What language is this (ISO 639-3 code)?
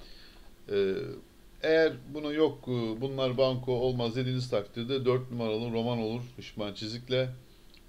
tur